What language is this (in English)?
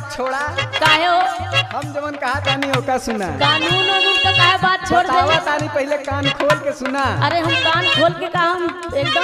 Bhojpuri